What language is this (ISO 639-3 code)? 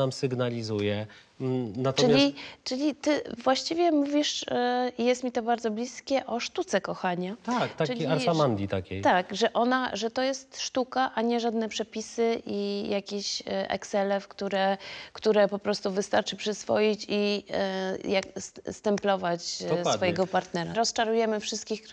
pol